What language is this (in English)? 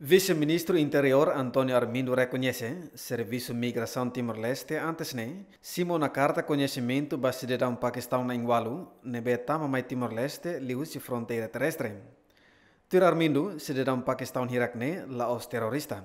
Tetum